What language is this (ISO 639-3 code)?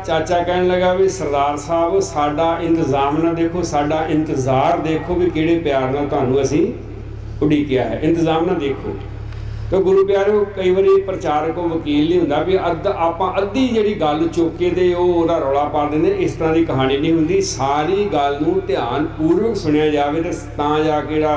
pan